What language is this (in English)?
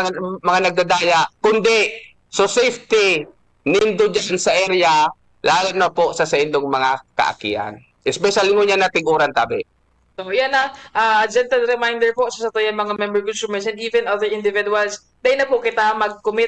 Bikol